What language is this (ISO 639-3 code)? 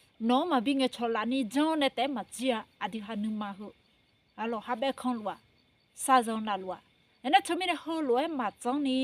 ahk